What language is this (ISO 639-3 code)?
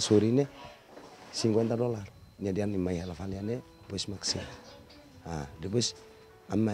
tet